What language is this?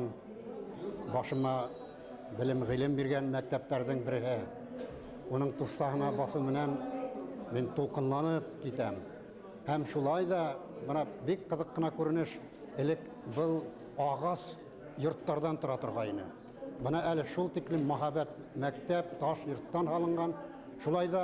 Bashkir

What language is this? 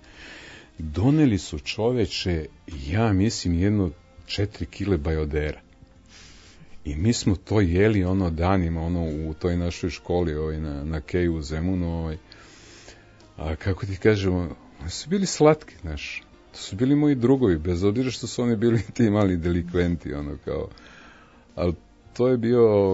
Serbian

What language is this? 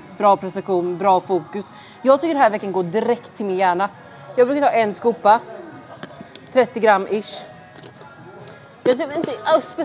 Swedish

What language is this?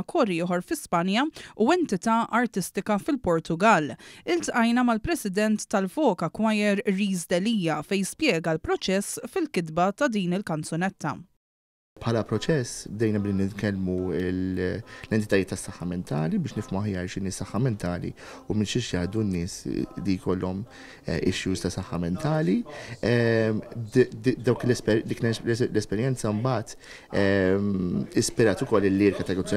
Maltese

